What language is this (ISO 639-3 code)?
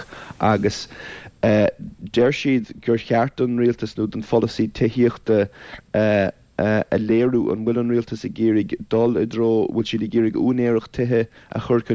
gle